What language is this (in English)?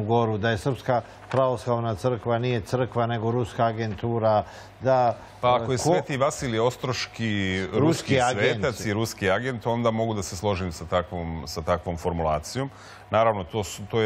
Serbian